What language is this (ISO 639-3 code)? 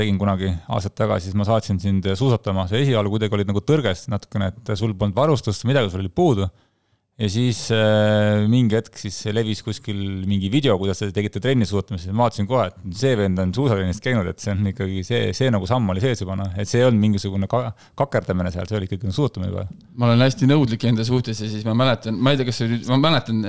est